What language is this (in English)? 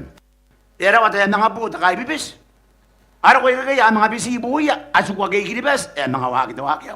Gilbertese